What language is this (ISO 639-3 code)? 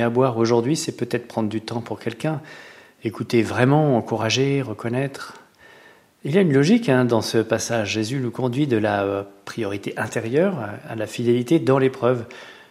fra